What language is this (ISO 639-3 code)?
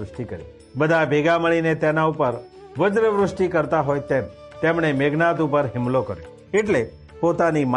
guj